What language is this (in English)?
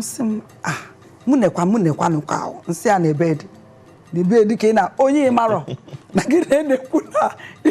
Igbo